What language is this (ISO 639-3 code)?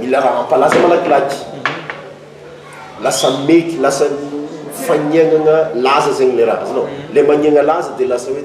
mlg